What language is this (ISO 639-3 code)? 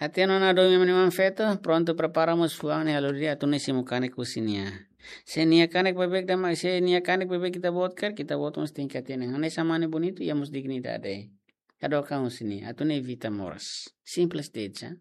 tet